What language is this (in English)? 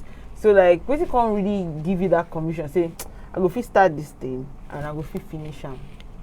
Nigerian Pidgin